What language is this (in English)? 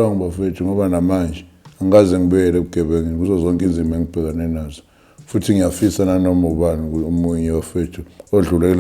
Zulu